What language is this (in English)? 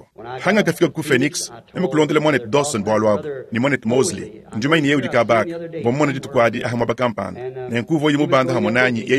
Luba-Lulua